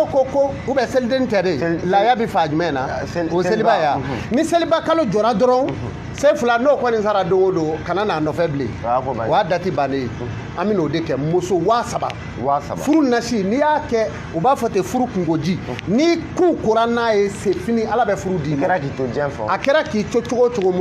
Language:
Bambara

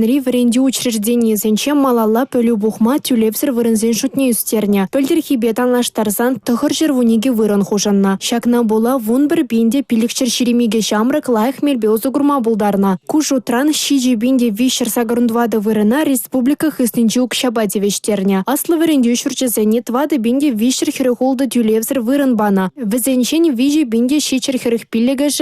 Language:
Chuvash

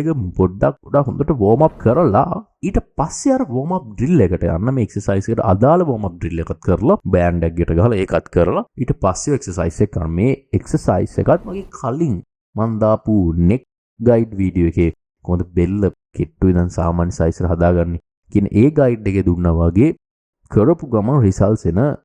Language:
Sinhala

